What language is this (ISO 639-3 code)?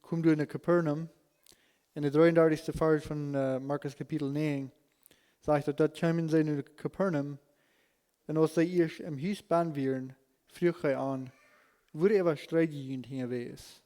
pdt